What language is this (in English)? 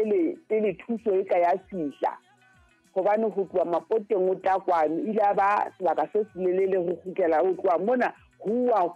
Southern Sotho